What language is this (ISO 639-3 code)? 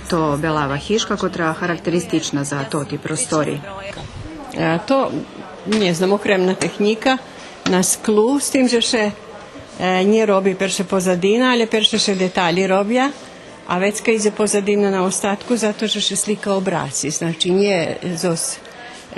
rue